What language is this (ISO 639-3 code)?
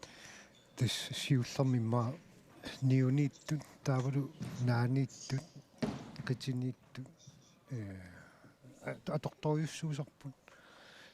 kal